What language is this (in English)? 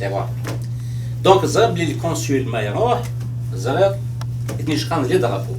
Kabyle